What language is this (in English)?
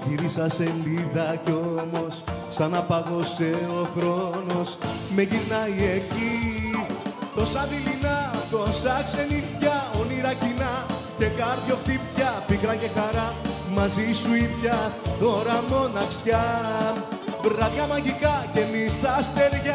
Greek